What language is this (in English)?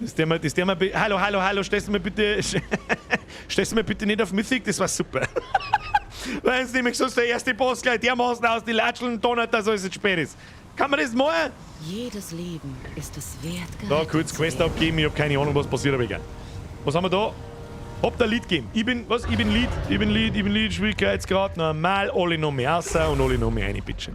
Bavarian